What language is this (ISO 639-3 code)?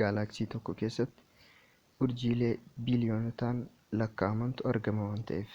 orm